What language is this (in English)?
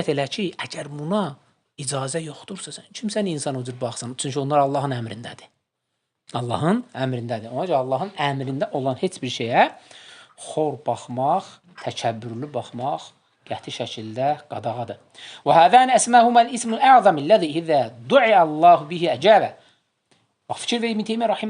Azerbaijani